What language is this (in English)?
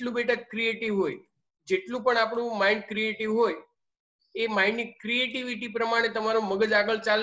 Gujarati